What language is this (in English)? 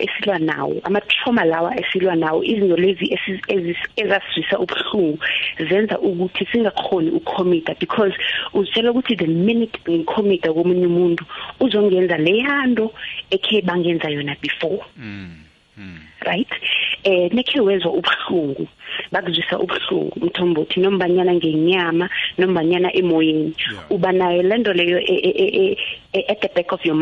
South Ndebele